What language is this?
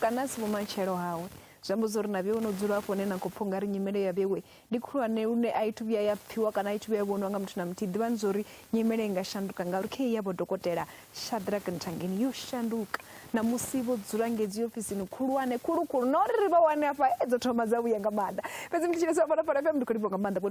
Venda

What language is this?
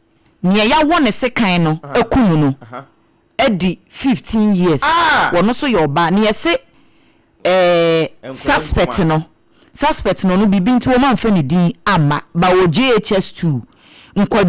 Akan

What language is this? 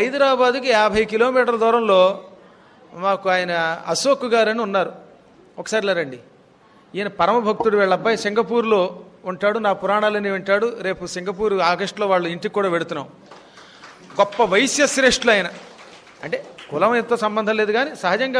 Telugu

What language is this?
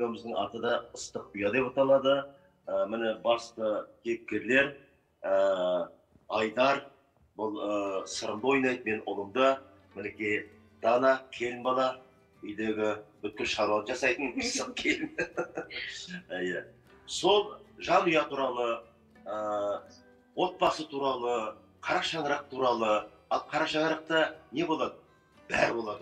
Kazakh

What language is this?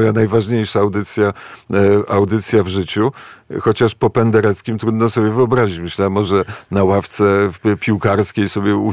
Polish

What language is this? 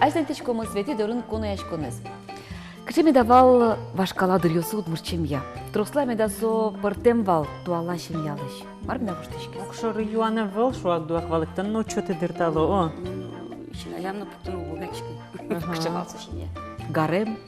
Udmurt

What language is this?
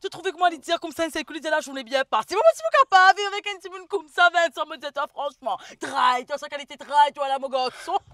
Morisyen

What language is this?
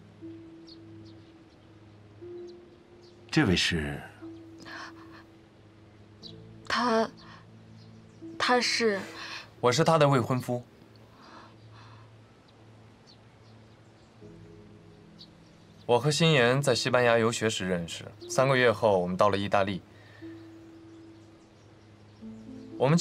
Chinese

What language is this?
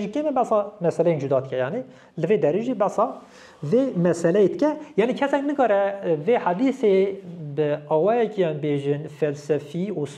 Kurdish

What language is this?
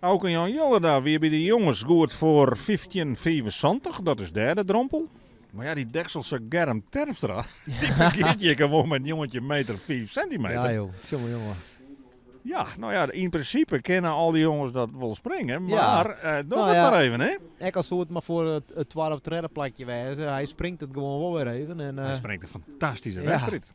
Western Frisian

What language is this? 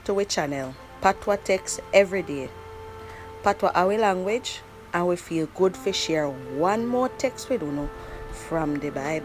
Jamaican Creole English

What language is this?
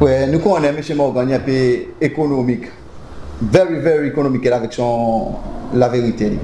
Seselwa Creole French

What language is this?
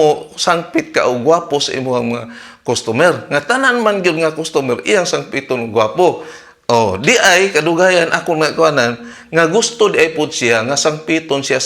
Cebuano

